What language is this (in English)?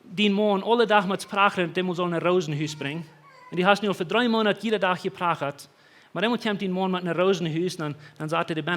Plautdietsch